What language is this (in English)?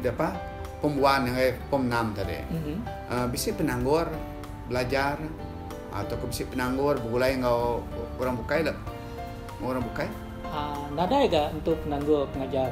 Iban